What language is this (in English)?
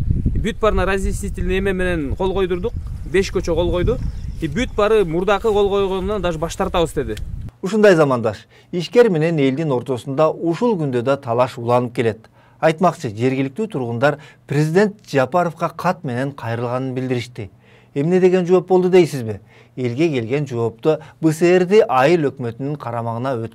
Kyrgyz